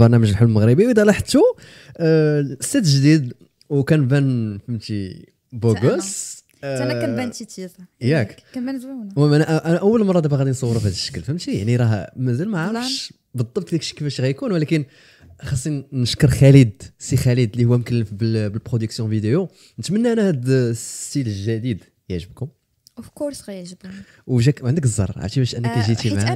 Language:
Moroccan Arabic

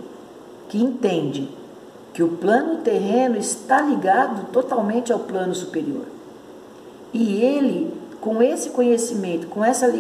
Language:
Portuguese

